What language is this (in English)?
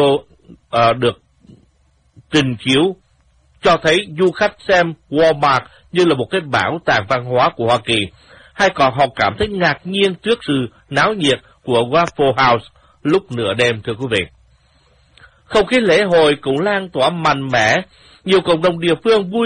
Vietnamese